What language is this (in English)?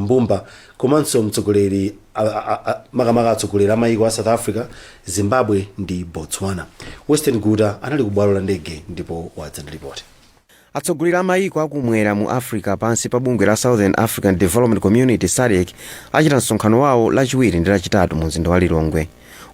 Nyanja